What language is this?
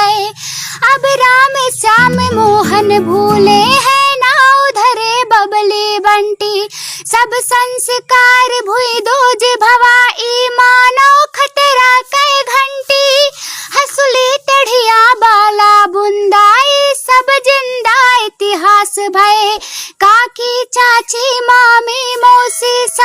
Awadhi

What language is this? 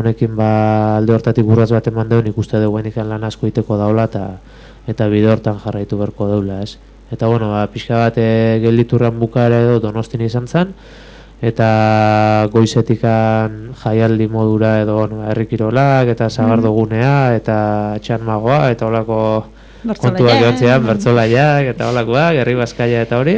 Basque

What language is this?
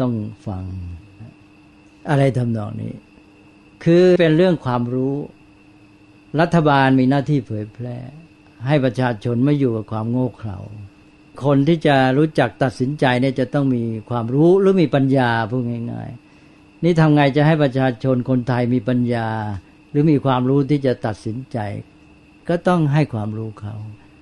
Thai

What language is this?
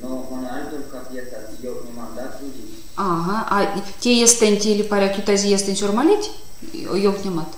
Erzya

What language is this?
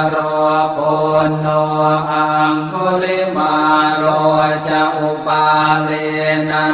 Pali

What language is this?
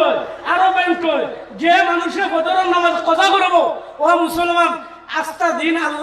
Sylheti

